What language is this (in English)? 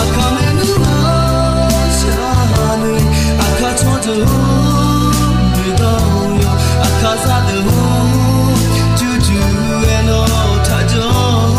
Akha